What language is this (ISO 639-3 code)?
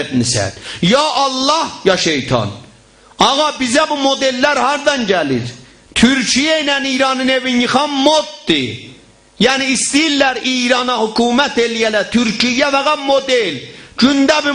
azb